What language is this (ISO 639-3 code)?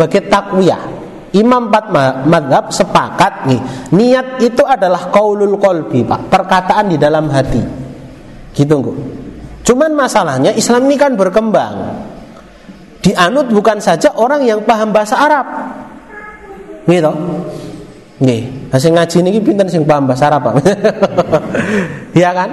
ind